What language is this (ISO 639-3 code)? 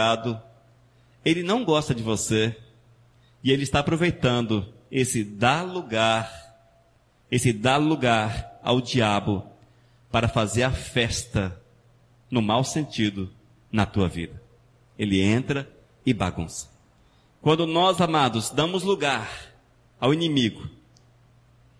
por